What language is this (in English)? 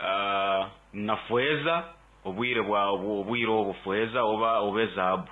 Nyoro